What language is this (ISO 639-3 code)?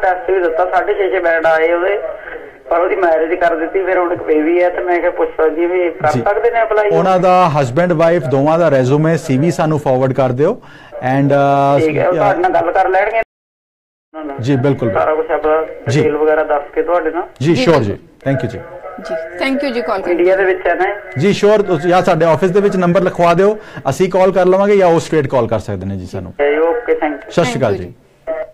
pan